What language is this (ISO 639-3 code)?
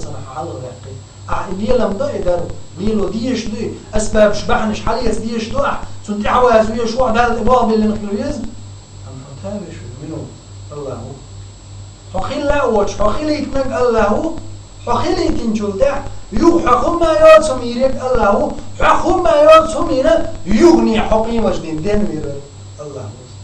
che